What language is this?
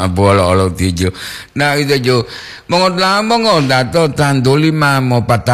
Gorontalo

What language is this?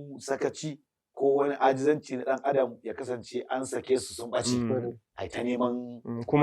Hausa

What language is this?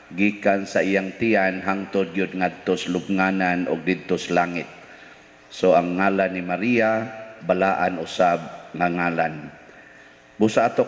Cebuano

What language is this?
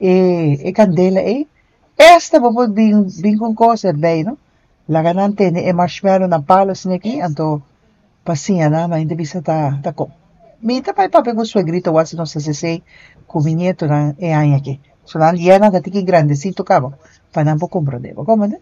Papiamento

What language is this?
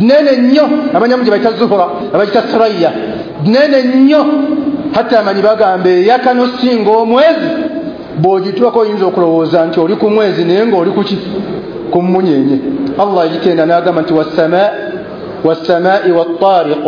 Ganda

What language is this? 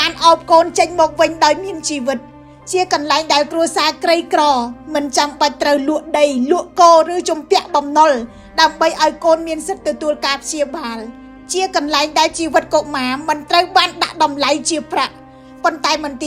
Khmer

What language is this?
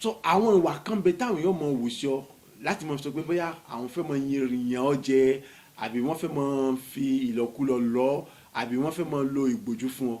Yoruba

